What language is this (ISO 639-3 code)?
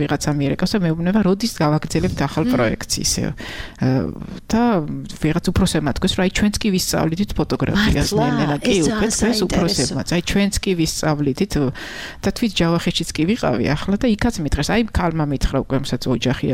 kat